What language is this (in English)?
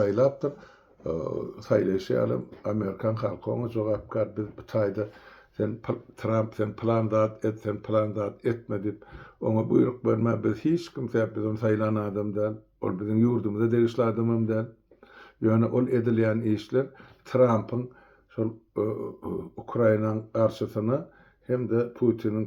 Turkmen